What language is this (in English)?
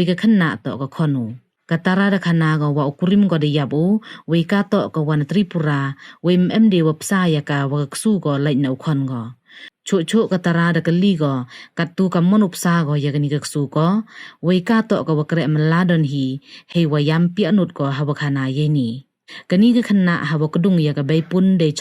Pnar